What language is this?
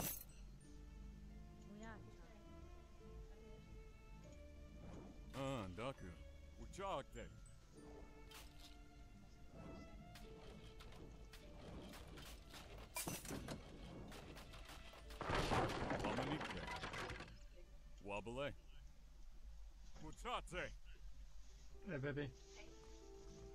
English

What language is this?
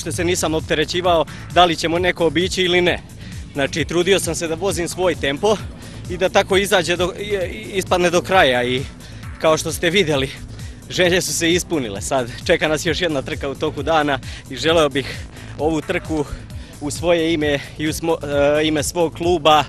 Serbian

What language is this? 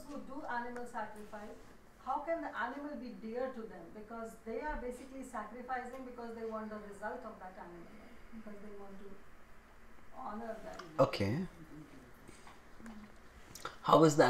English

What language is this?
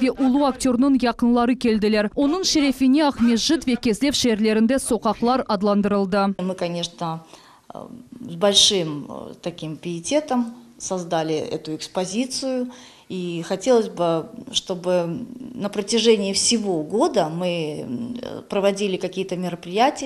Crimean Tatar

